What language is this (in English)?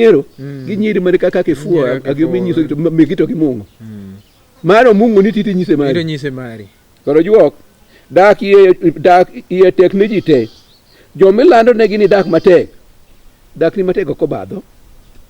Luo (Kenya and Tanzania)